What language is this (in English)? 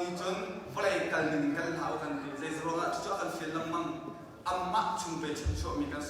Hakha Chin